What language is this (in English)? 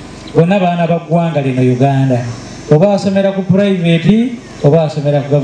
Ganda